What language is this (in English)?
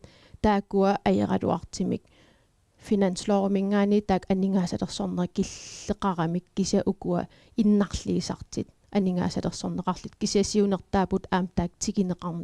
Kalaallisut